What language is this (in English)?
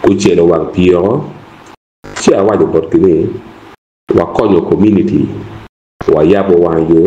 Acoli